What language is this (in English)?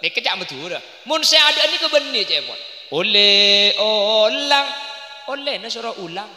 Madurese